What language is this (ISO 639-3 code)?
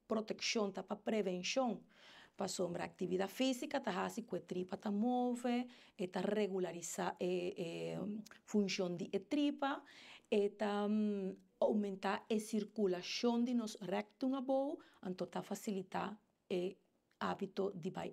pap